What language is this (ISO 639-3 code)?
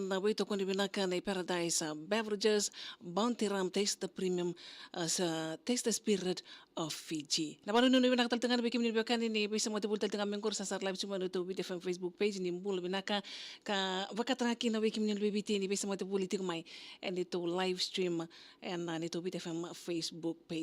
fij